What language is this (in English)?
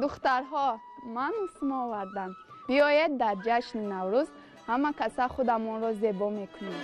Tajik